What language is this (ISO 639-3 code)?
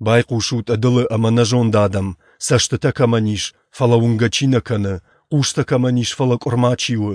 oss